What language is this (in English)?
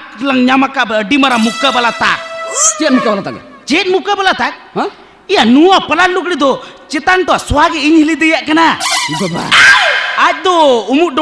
Santali